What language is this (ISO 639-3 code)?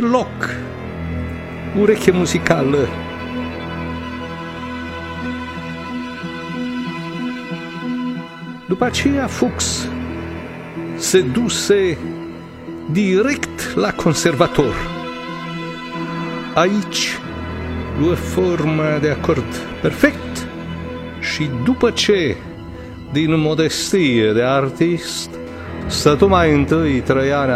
ron